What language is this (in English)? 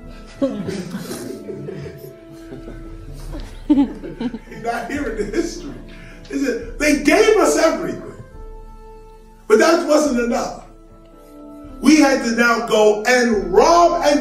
English